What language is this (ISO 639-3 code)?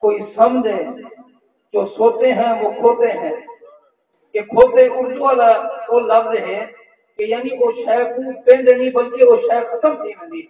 skr